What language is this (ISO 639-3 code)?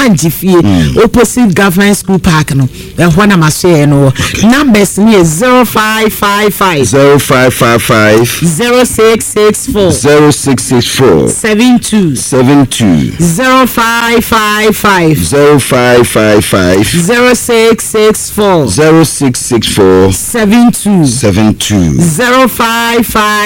aka